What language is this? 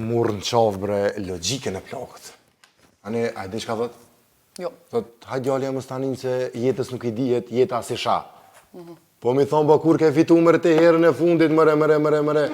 Albanian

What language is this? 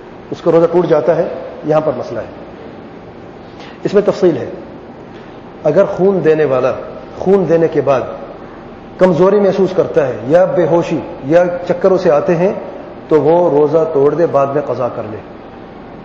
Urdu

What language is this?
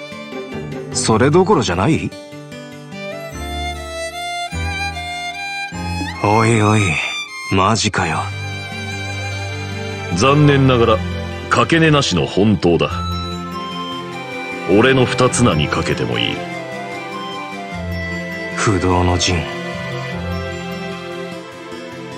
Japanese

